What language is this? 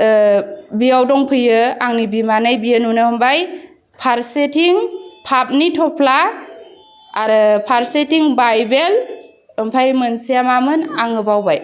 Bodo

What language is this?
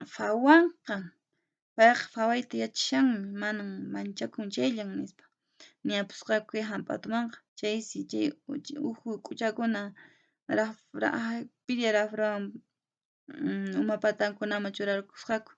Quechua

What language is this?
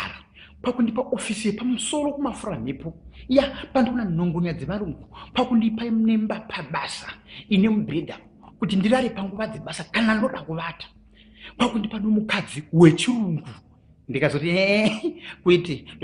Shona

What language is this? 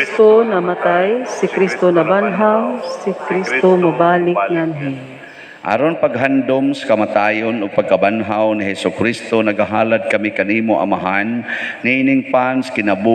Cebuano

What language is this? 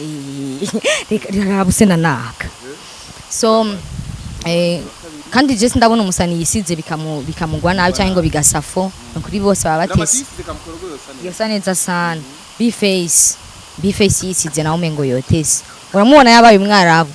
Rundi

